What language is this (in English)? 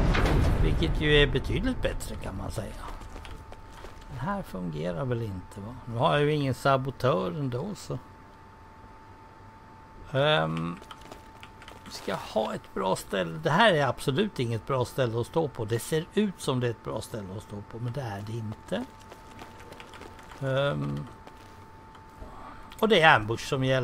Swedish